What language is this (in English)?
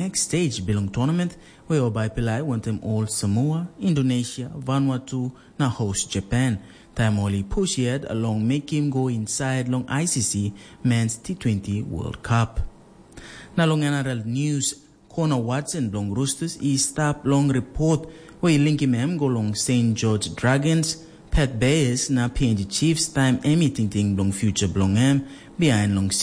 Tok Pisin